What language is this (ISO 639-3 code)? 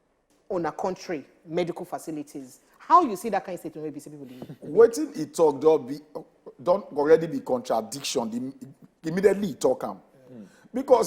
pcm